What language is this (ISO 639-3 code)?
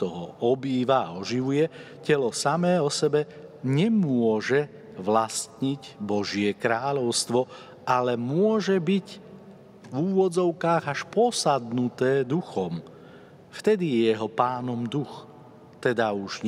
slk